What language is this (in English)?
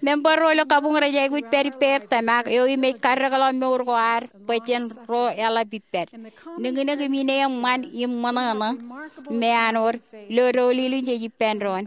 Marshallese